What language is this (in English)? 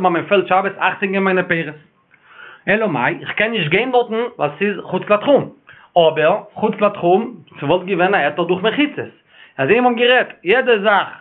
Yiddish